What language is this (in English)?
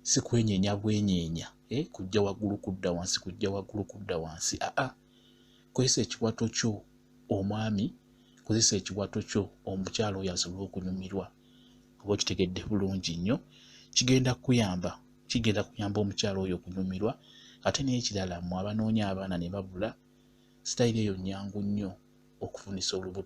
Ganda